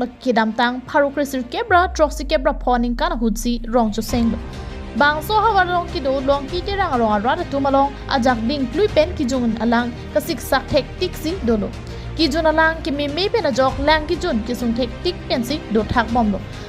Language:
Karbi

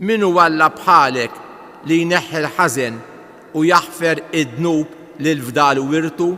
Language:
Maltese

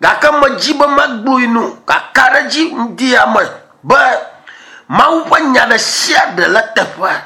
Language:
Ewe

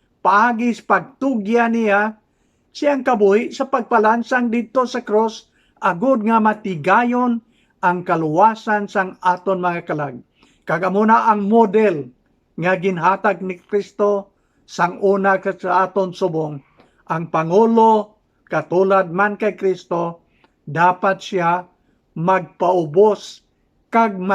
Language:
Hiligaynon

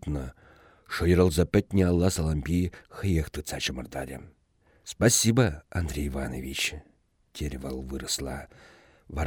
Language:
Chuvash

